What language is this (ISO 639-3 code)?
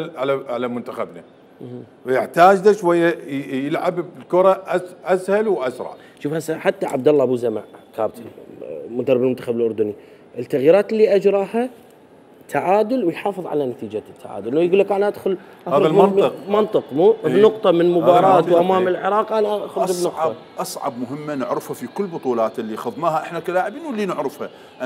acm